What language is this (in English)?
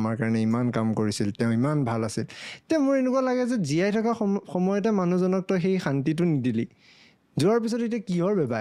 Assamese